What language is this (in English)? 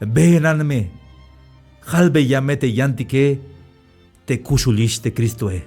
Tzeltal